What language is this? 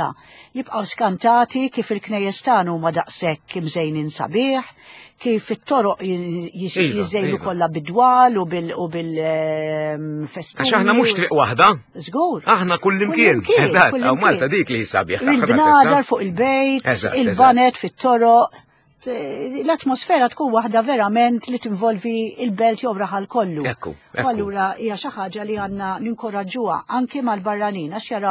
Maltese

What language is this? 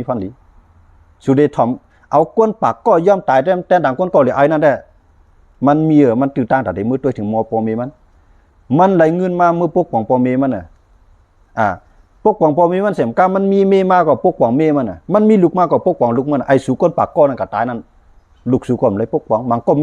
Shan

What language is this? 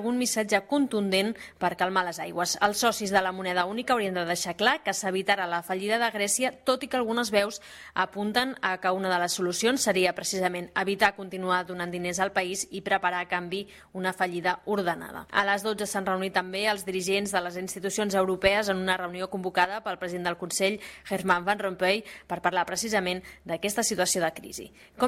Catalan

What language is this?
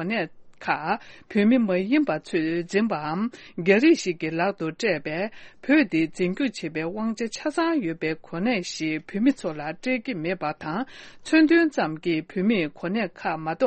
Tibetan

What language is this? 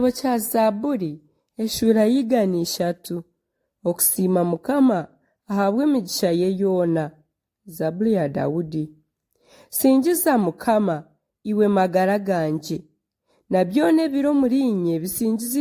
Nyankole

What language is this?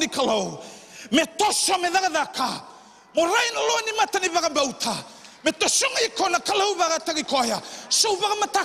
Fijian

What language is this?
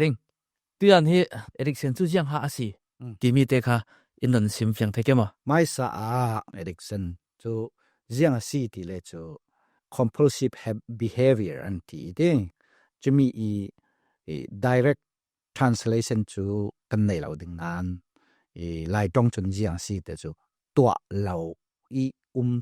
Falam Chin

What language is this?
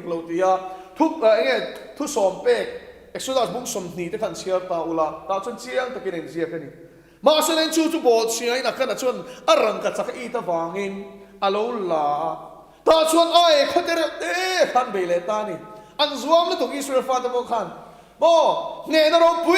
Mizo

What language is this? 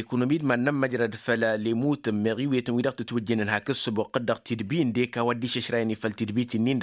Tamasheq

